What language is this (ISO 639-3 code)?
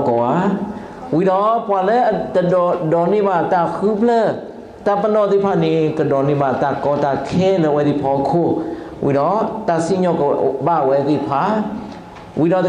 ksw